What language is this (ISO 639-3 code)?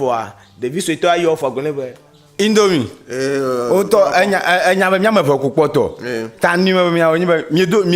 ewe